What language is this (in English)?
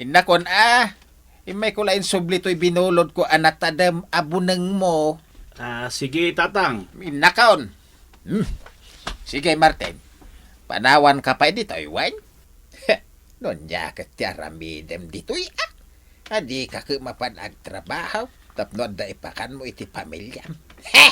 Iloko